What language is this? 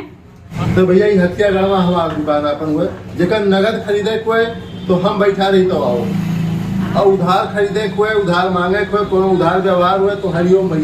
Awadhi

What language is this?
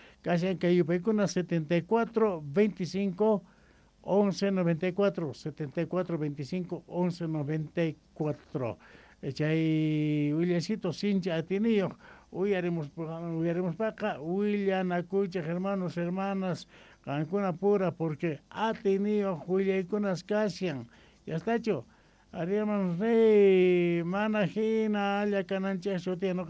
South Bolivian Quechua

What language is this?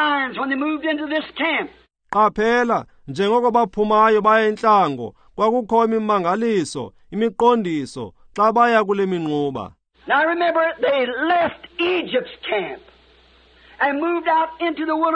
Xhosa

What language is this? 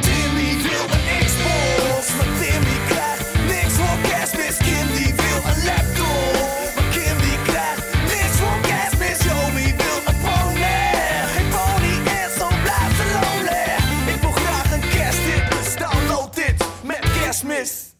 Western Frisian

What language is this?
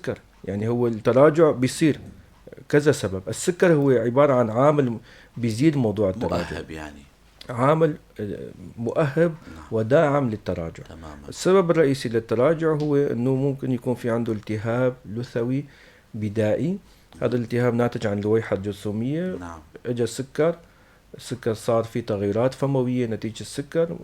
North Levantine Arabic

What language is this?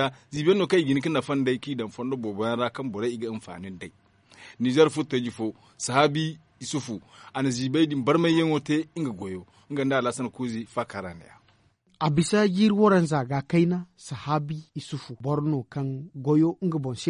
Zarma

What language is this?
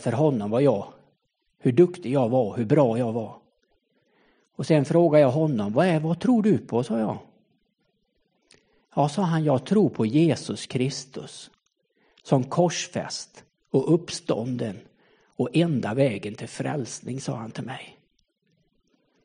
Swedish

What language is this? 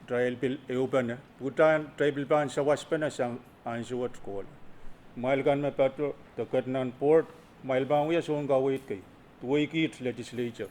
Pohnpeian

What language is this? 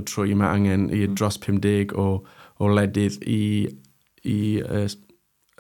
Welsh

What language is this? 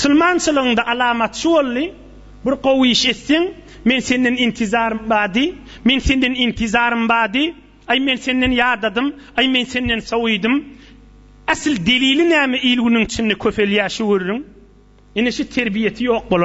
Turkmen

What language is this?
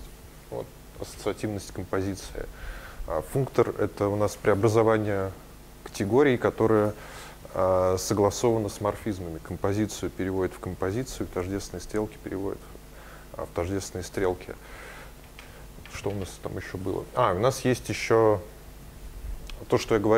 Russian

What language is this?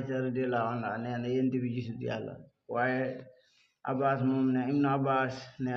Wolof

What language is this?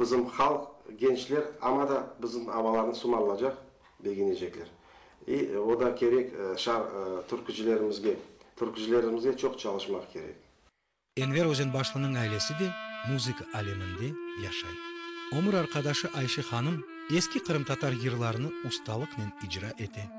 Crimean Tatar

